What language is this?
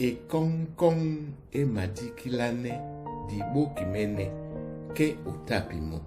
Duala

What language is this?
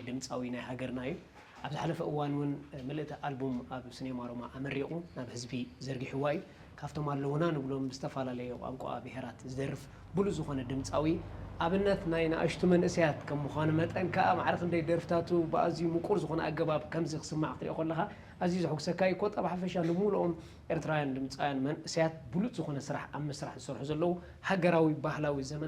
Tigrinya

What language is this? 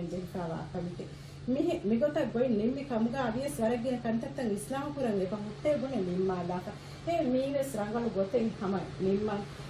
Divehi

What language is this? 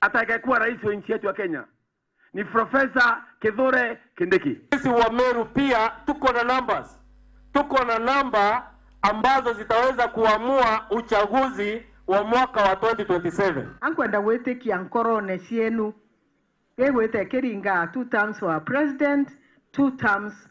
Meru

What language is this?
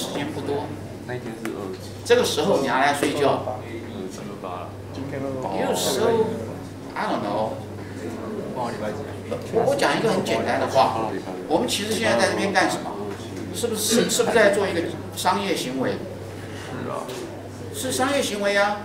Chinese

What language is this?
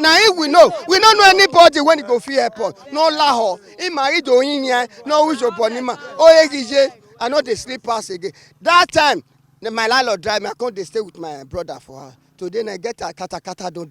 Nigerian Pidgin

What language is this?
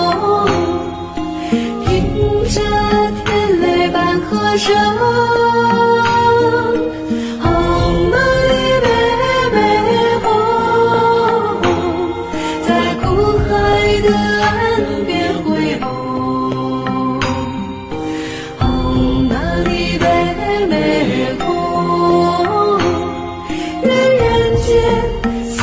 Chinese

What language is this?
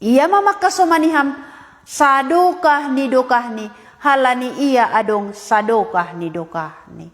Batak Simalungun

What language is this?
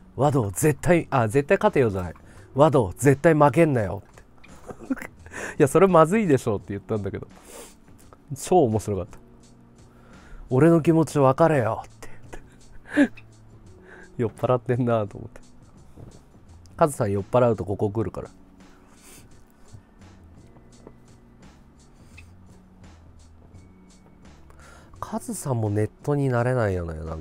Japanese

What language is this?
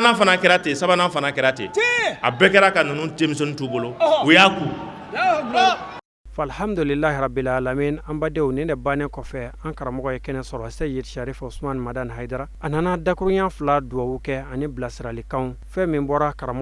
Bambara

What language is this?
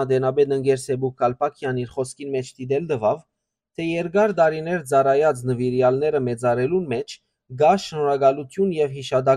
Western Armenian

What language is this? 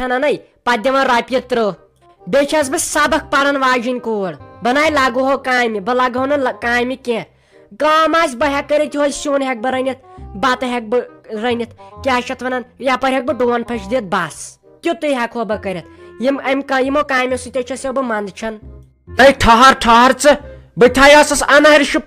Kashmiri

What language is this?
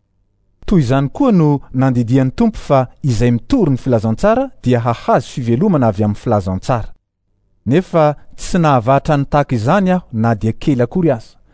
Malagasy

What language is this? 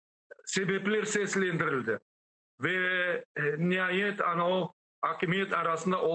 Crimean Tatar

